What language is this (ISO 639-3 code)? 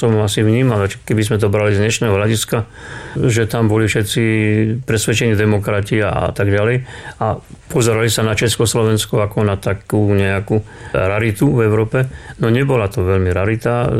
slk